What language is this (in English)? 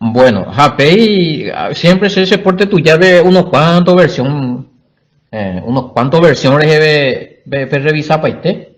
Guarani